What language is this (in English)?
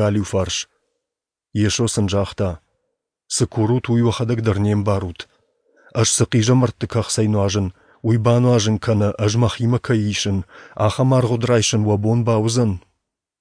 Ossetic